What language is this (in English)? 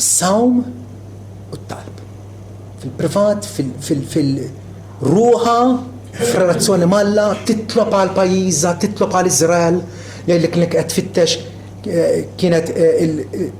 Maltese